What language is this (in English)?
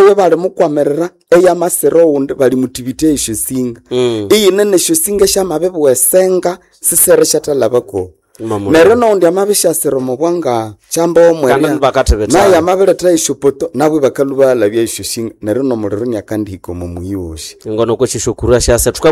Nande